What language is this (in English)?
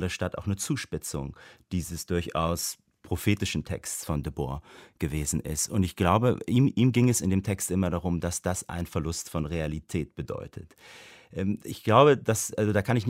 German